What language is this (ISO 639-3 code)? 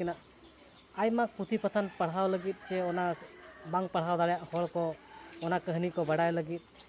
sat